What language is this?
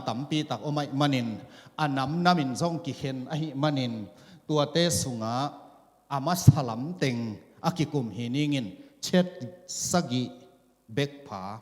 Tedim Chin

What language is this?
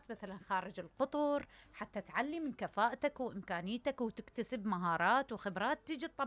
Mesopotamian Arabic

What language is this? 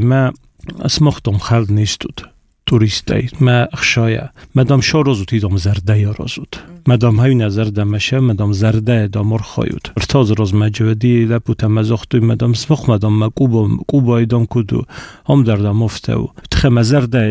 Armenian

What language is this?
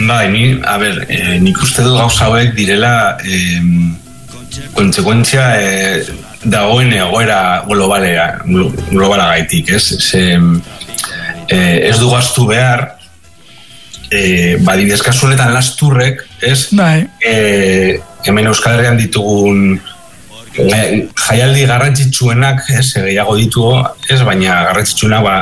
Basque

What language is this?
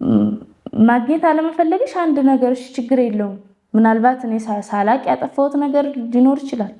Amharic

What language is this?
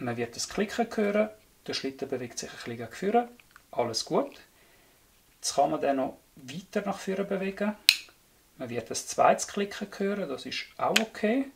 Swiss German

